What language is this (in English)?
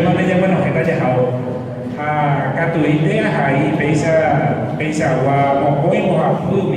Guarani